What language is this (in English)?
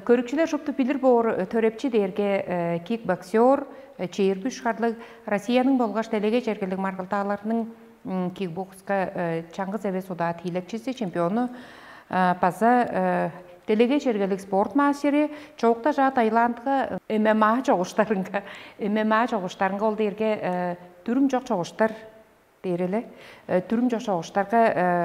Tuvinian